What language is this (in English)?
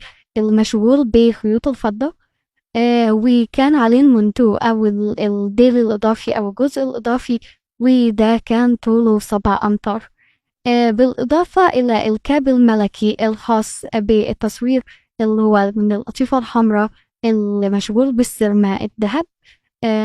Egyptian Arabic